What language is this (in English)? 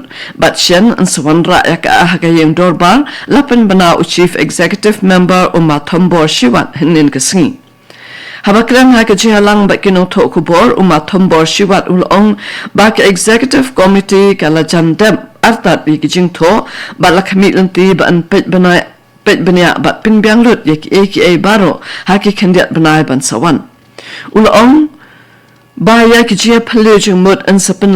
Khasi